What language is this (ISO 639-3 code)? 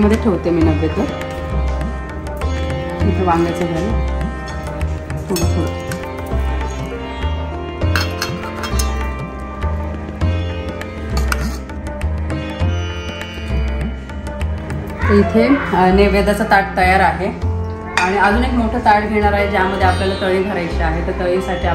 mar